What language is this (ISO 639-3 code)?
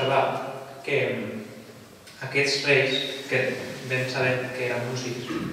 cat